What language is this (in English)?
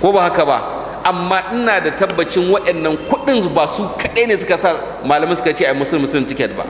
Hausa